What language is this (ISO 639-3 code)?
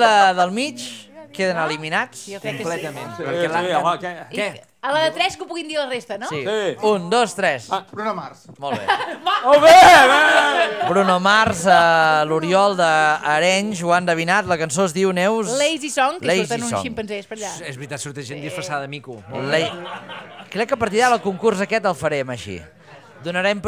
cat